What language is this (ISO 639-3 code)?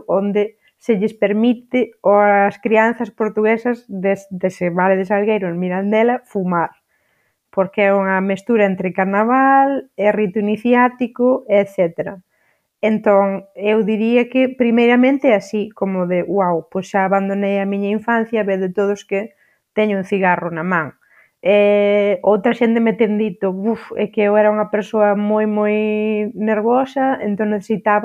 glg